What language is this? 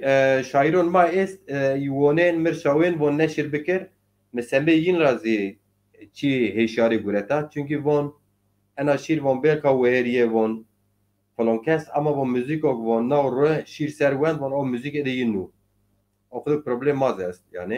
Zaza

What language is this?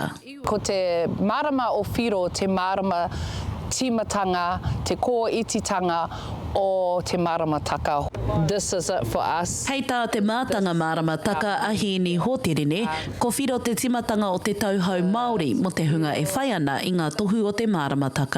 Māori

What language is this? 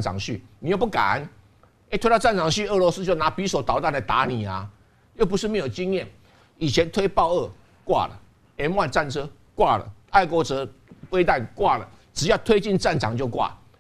Chinese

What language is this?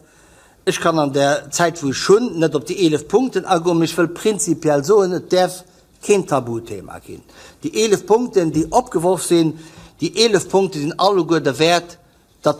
Luxembourgish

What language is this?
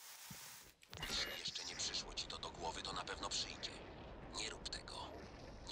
Polish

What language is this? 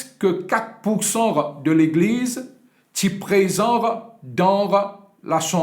Morisyen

